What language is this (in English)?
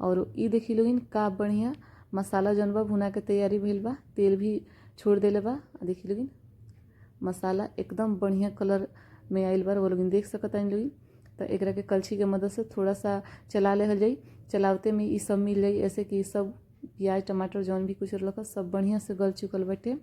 Bhojpuri